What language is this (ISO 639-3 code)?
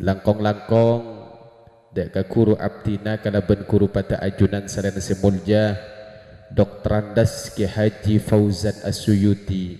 mad